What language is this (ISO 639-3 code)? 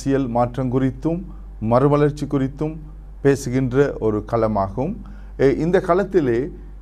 tam